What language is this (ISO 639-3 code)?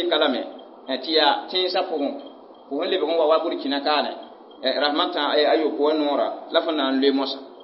mos